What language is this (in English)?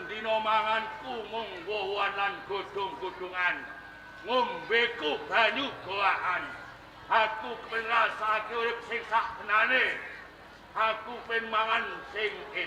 Javanese